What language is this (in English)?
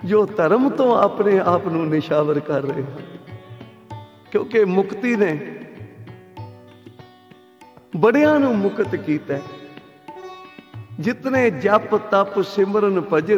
Punjabi